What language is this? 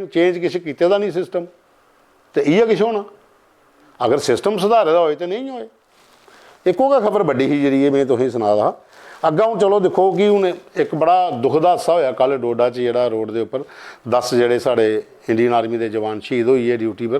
Dogri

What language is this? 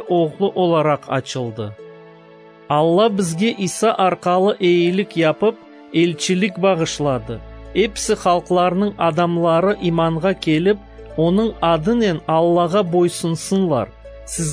Crimean Tatar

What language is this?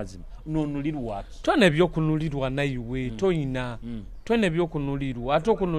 Nyoro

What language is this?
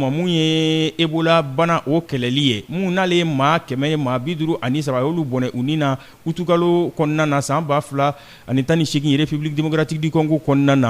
Bambara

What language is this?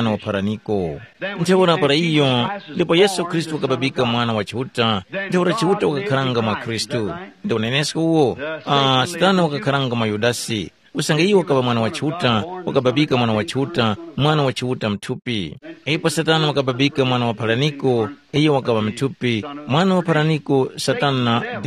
Tumbuka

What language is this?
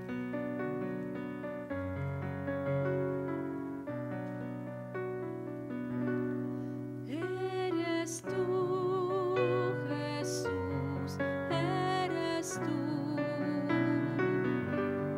Spanish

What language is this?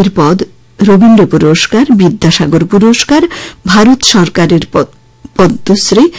Bangla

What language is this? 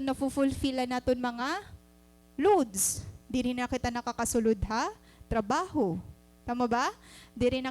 Waray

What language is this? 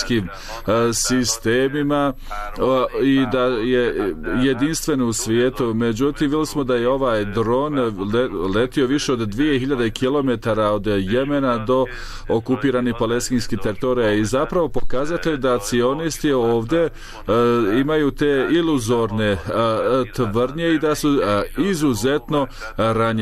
Bosnian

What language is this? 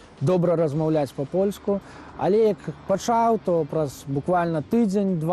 Belarusian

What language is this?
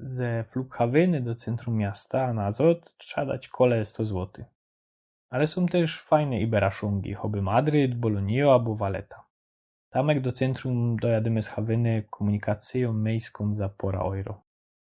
Silesian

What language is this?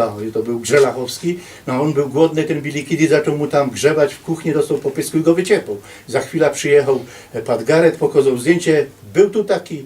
Silesian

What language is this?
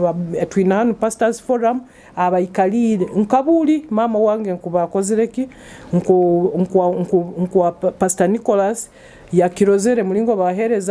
Nyoro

